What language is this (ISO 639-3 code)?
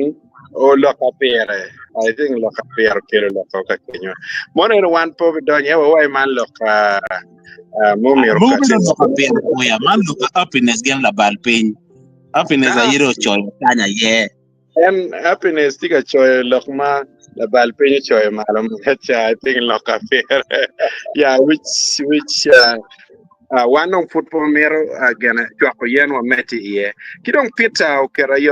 ach